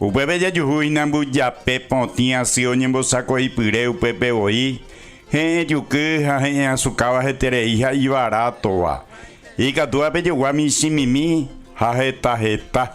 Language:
Guarani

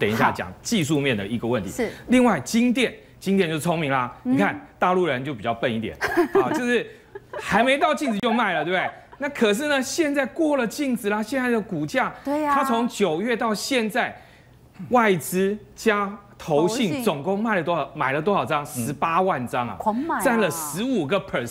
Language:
Chinese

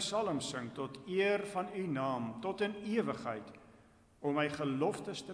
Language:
Afrikaans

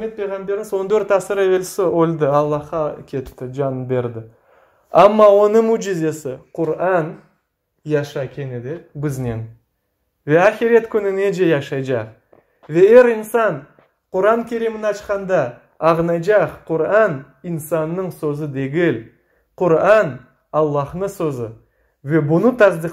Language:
Crimean Tatar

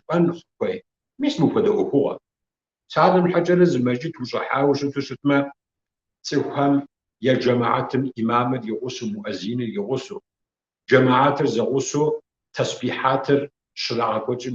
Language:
Kabardian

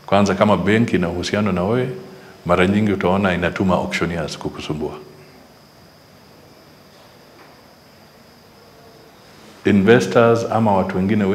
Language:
Swahili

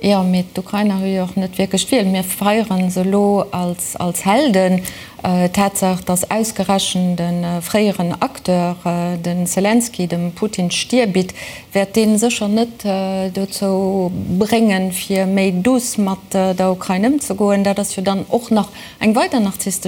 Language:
Luxembourgish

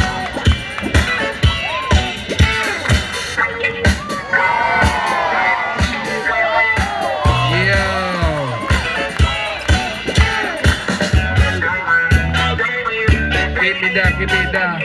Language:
English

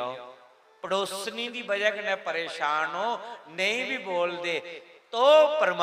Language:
Dogri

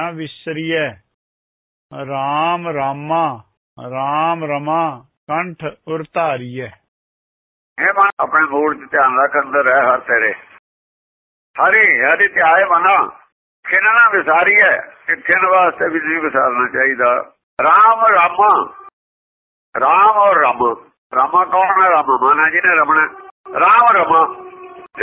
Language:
Punjabi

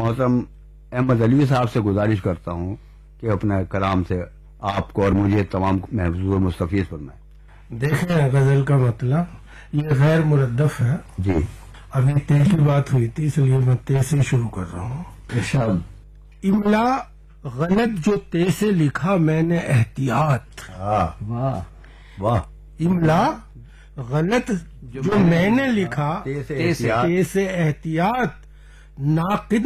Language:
Urdu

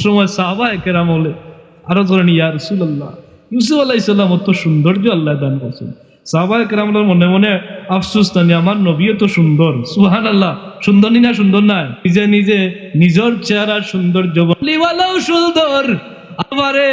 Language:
Sylheti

